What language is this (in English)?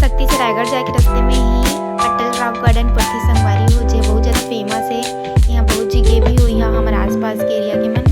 Chhattisgarhi